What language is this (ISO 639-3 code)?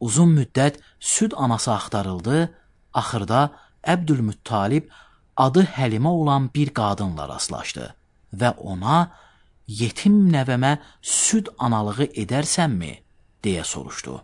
aze